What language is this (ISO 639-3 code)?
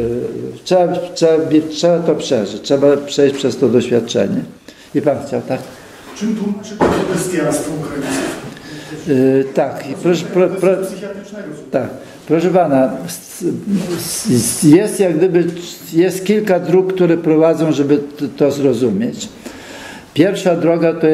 pol